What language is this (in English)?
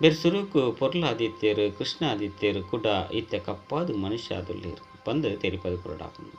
Tulu